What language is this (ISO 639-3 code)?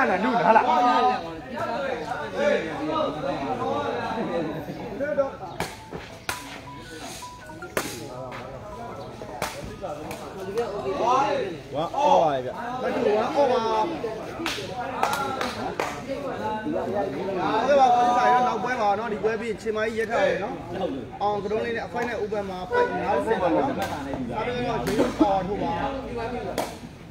mya